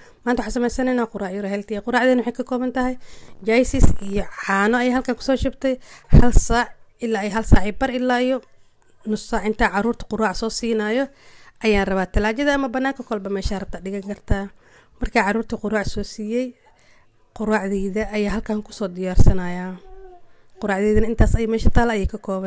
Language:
Somali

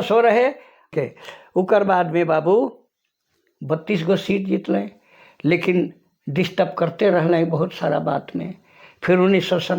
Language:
Sadri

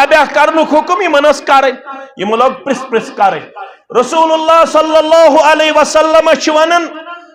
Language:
Kashmiri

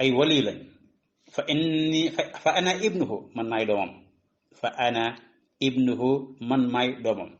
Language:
Wolof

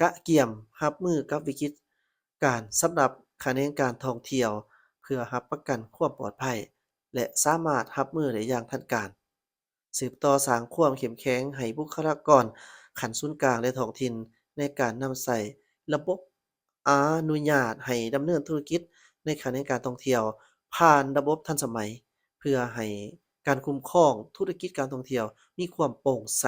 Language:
Lao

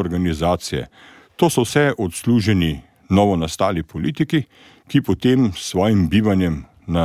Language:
Slovenian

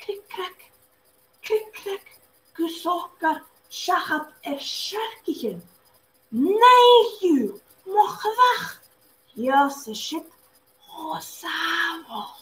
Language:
Scottish Gaelic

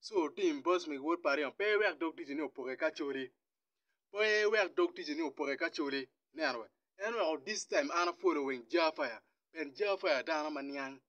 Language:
Acoli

